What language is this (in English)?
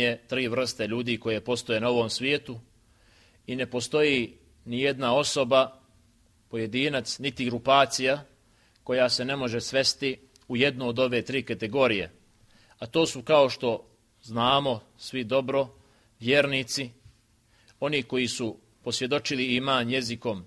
Bosnian